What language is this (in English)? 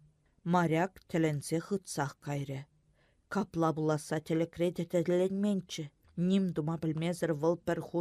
Chuvash